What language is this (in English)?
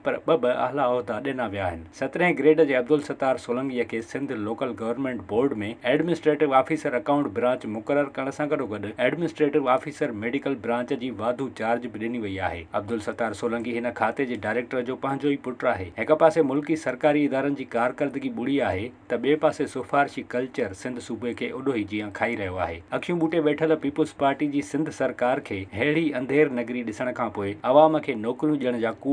Sindhi